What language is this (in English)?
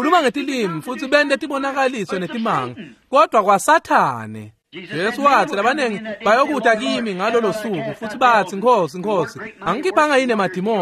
Swati